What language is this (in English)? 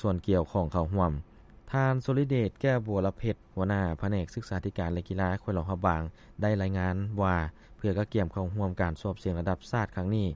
Lao